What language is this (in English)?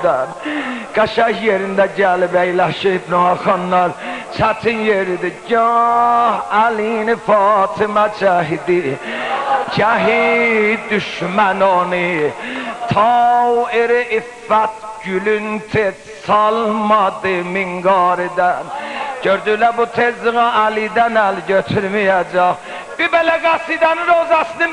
South Azerbaijani